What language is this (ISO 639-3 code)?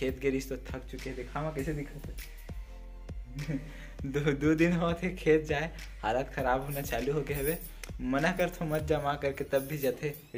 hne